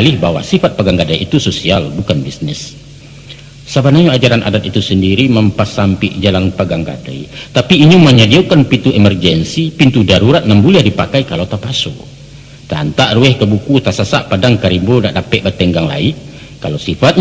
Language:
Minangkabau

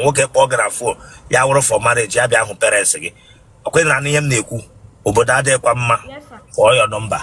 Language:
Igbo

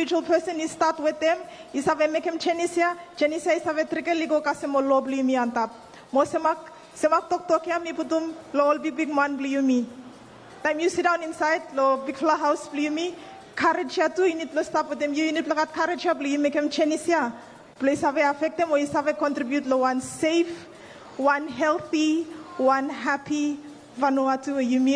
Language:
Bislama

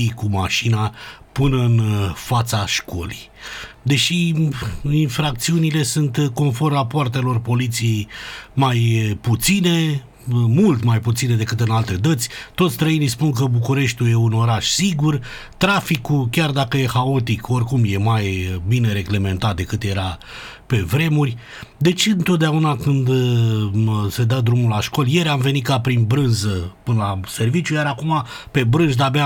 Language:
Romanian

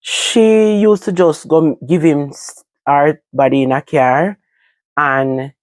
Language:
Jamaican Creole English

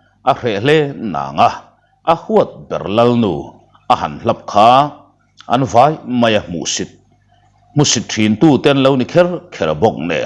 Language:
Mizo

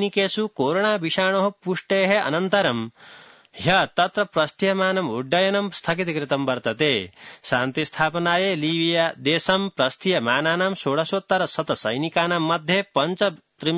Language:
Sanskrit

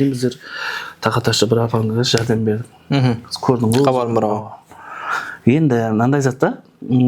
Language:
Kara-Kalpak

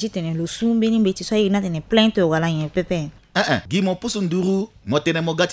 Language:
Sango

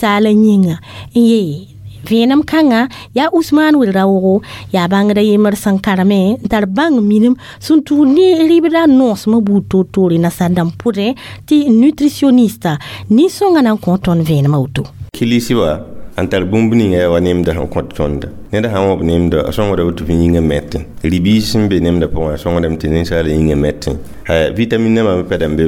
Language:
Mossi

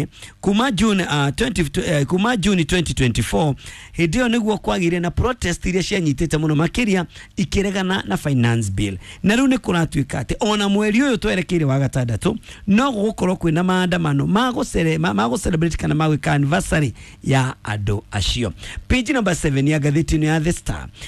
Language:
Kikuyu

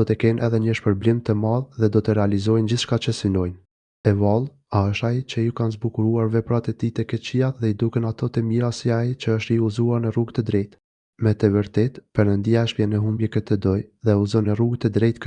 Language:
Albanian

